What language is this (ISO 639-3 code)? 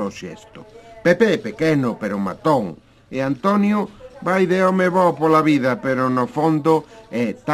glg